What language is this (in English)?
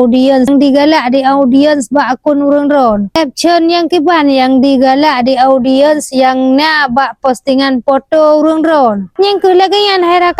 Achinese